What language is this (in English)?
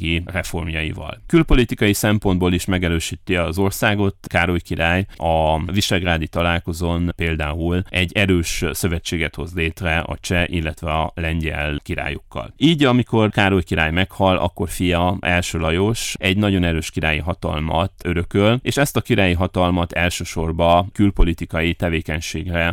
Hungarian